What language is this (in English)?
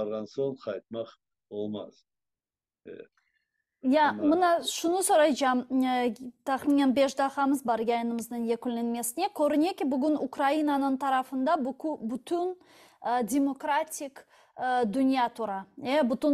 Crimean Tatar